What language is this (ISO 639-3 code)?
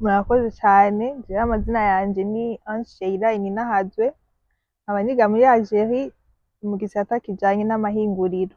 run